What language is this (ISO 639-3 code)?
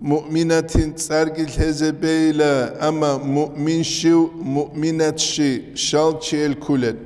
ava